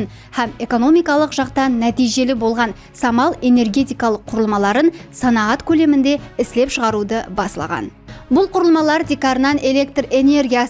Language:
Kara-Kalpak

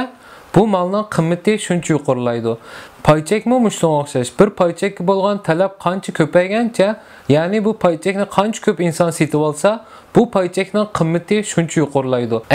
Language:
Uyghur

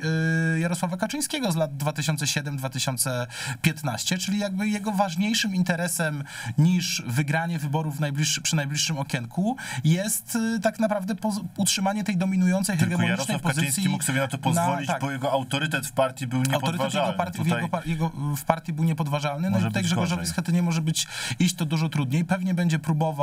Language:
Polish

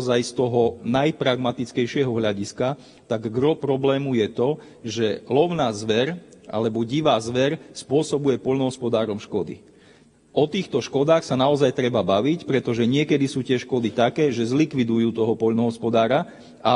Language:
Slovak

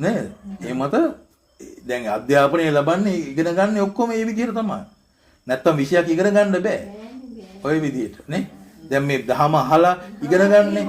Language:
Sinhala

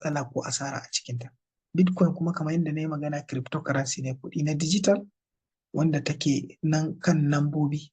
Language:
Hausa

